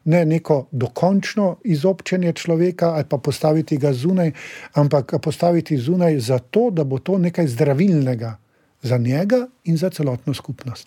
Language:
Slovenian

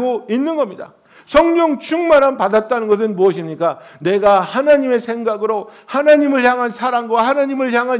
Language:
Korean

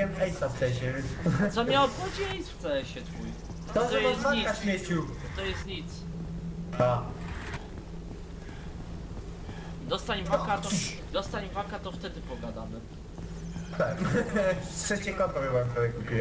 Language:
Polish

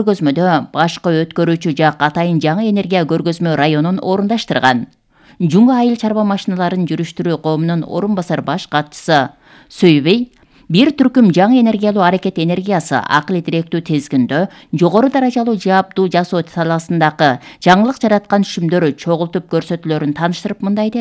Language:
Kyrgyz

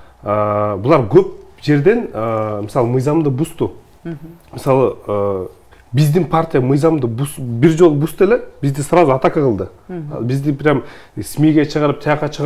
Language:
Kyrgyz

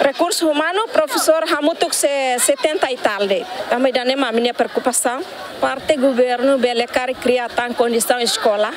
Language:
Tetum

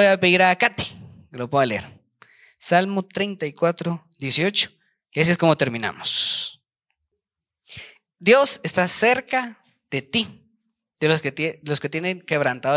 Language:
Spanish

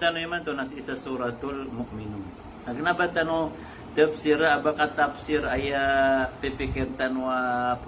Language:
Maranao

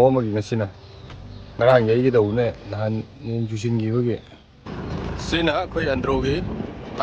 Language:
Manipuri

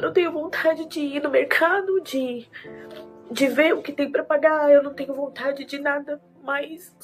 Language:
Portuguese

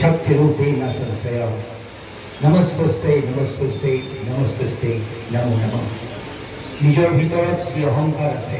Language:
Assamese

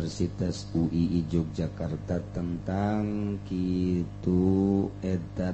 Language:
Sundanese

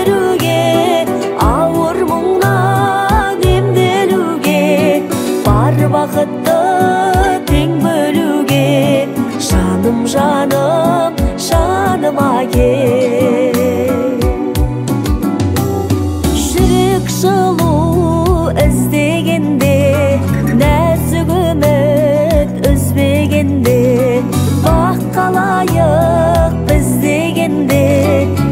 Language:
Kazakh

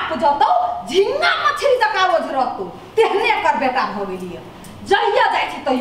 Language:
Maithili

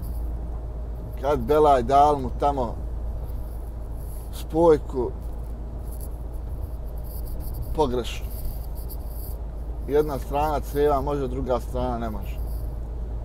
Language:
Bosnian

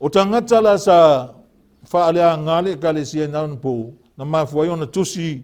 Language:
Samoan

